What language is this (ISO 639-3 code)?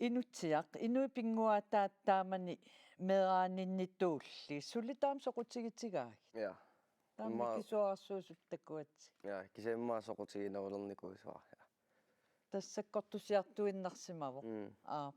kal